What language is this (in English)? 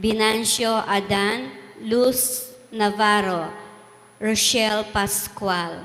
Pampanga